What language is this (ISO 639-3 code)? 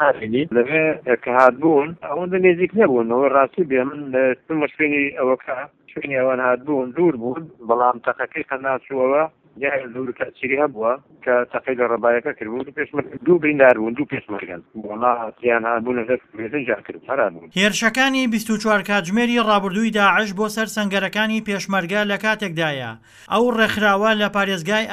ckb